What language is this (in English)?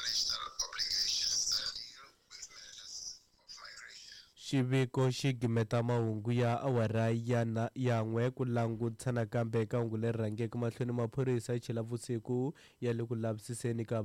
Tsonga